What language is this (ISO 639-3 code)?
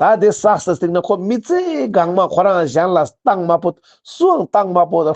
lbj